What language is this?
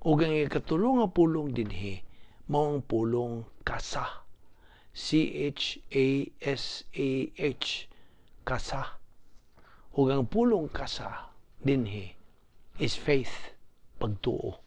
Cebuano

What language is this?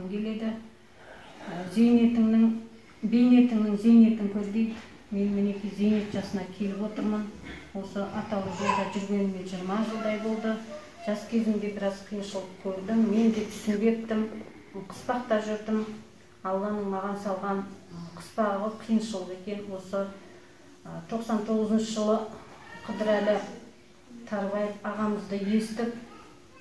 Kazakh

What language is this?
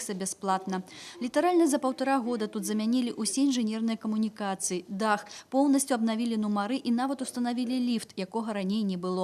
Belarusian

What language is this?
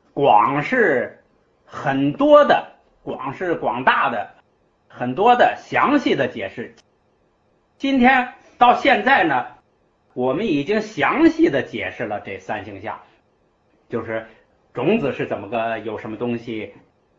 Chinese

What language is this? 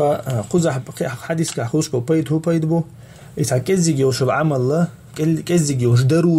Chechen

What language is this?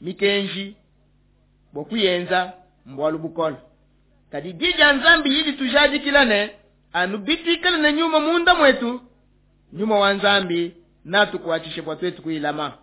Luba-Lulua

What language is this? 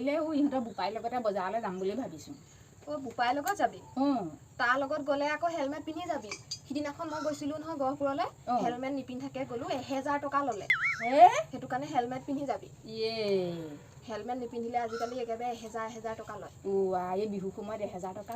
Assamese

